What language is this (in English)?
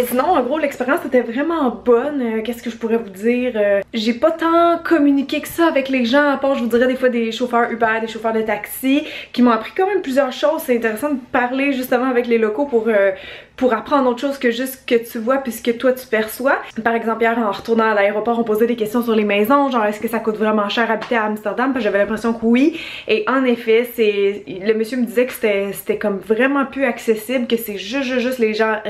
French